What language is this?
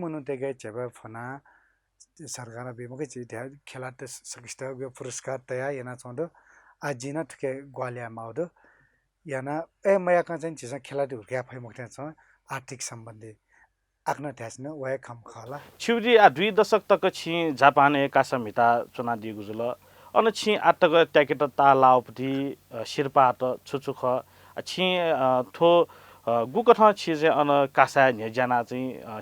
Newari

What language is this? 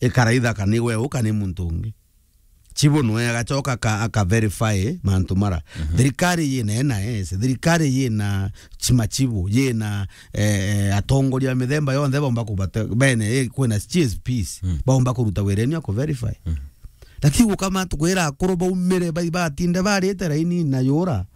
Meru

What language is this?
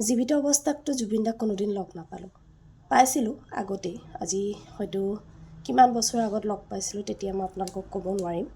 Assamese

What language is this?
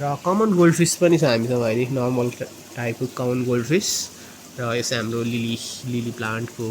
Nepali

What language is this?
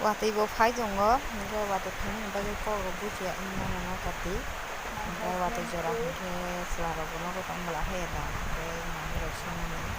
Kok Borok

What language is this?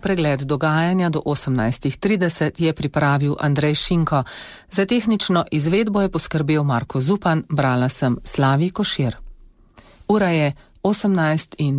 Slovenian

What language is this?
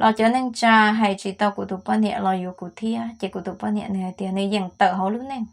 Hmong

